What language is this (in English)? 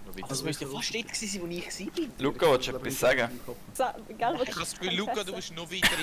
Swiss German